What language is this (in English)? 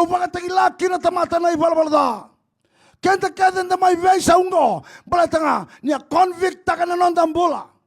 Fijian